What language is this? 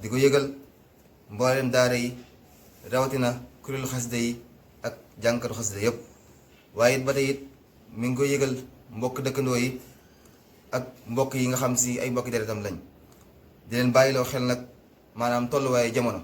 Wolof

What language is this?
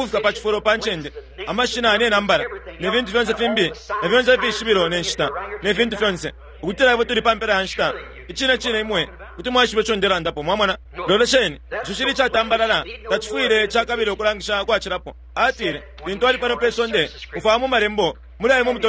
Bemba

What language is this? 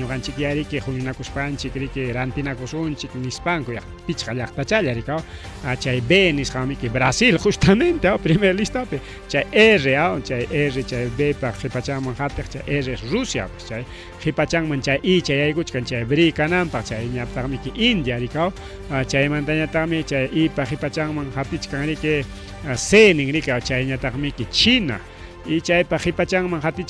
Ayacucho Quechua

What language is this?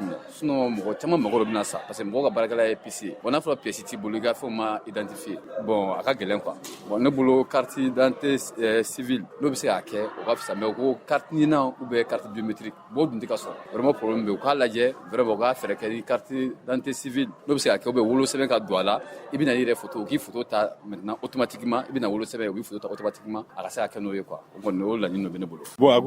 Bambara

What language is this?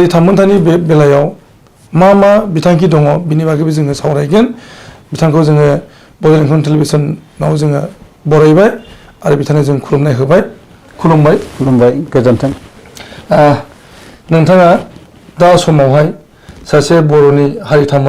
Bodo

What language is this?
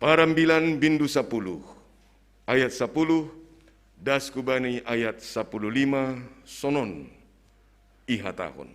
Batak Simalungun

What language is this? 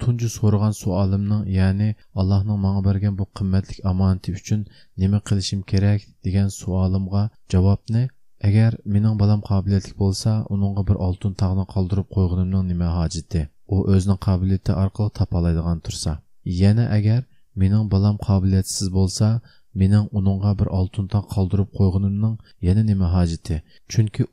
Uyghur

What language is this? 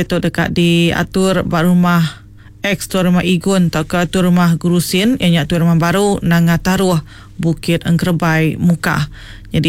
Iban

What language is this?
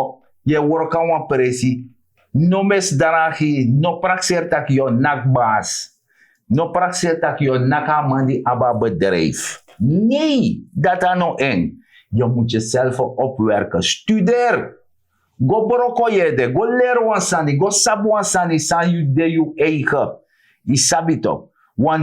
Sranan Tongo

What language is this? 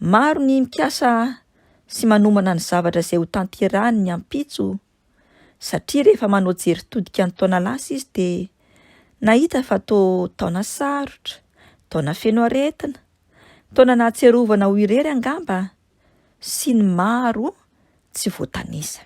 Malagasy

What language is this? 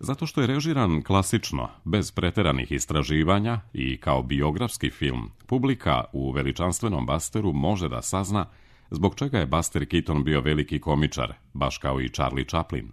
Serbian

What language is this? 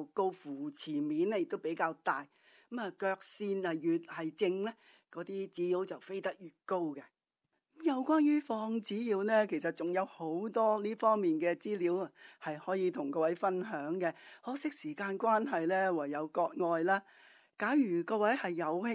Cantonese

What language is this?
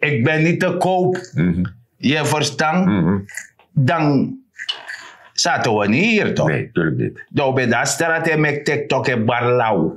Sranan Tongo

